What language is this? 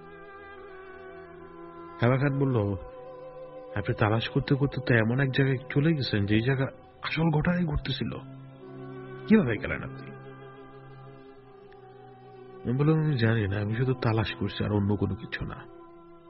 Bangla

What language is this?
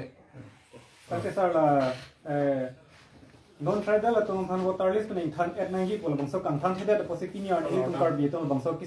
Karbi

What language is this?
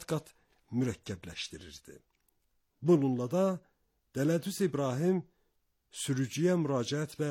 Azerbaijani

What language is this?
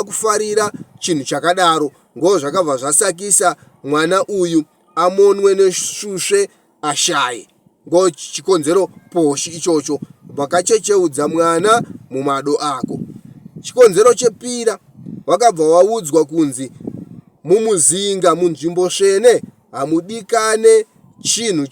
Shona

